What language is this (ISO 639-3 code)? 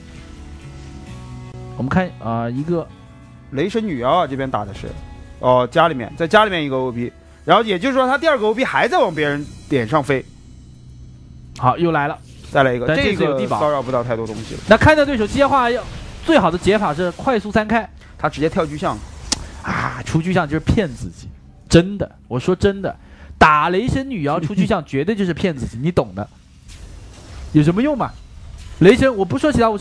zho